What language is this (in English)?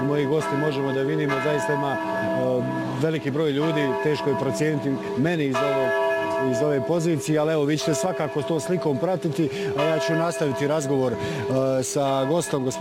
Bosnian